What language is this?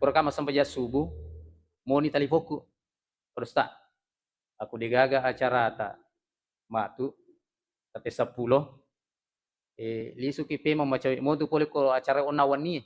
Buginese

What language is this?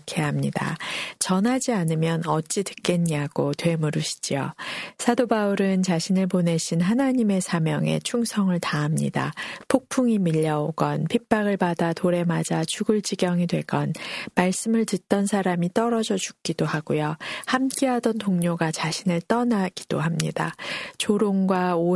Korean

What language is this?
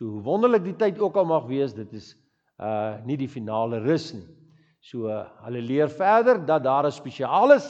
Afrikaans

